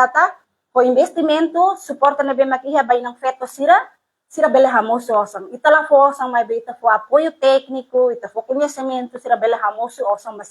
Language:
Tetum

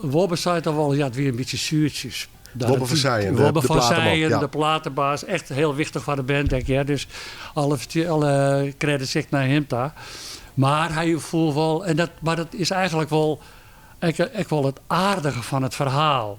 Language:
Western Frisian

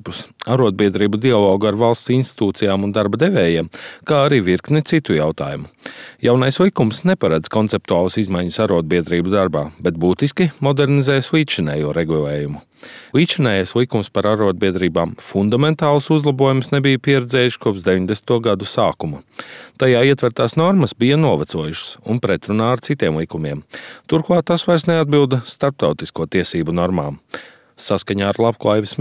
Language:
Latvian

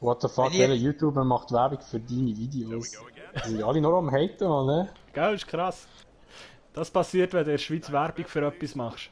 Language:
Swiss German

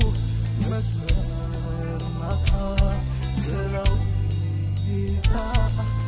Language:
Tigrinya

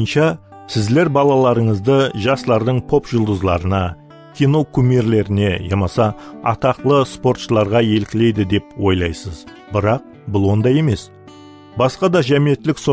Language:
Kara-Kalpak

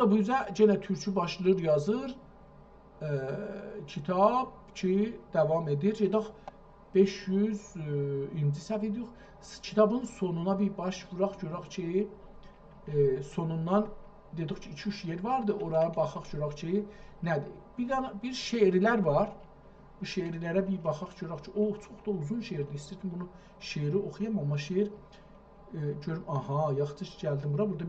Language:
South Azerbaijani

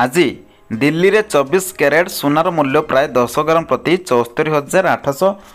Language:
Odia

